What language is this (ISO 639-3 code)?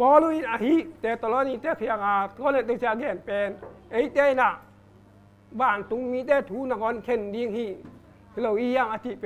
ctd